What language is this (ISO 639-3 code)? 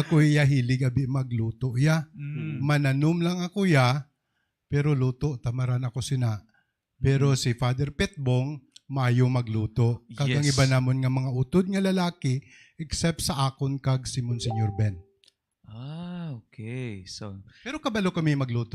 hil